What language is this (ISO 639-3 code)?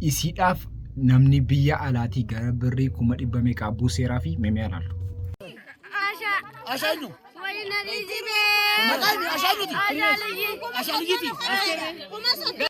orm